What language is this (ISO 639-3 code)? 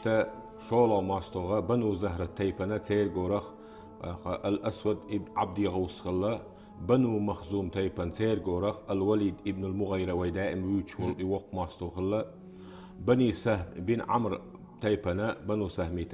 che